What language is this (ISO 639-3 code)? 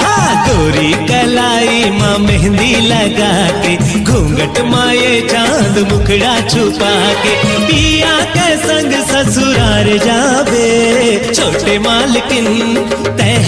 hne